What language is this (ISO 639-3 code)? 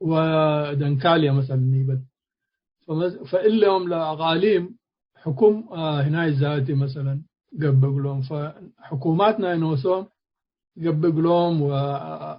tig